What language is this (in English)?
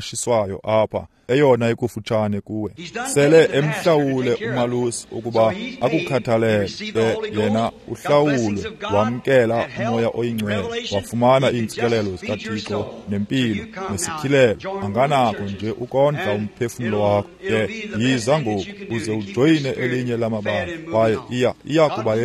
Xhosa